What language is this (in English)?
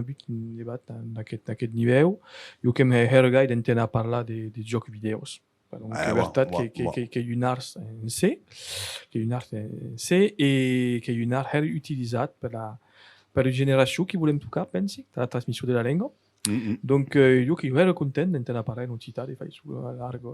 Occitan